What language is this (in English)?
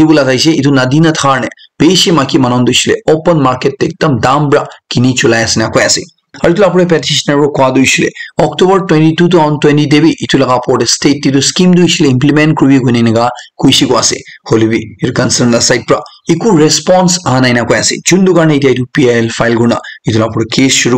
Naga Pidgin